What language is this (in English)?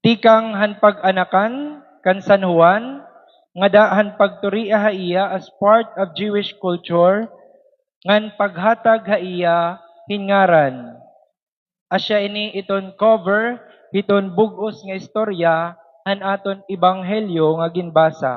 Waray